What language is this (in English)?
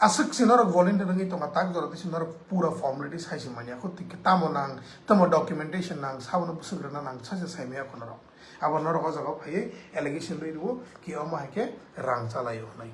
Kok Borok